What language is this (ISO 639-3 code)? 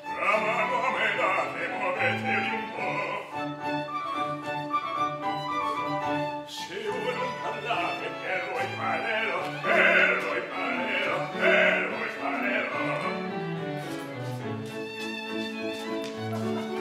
ita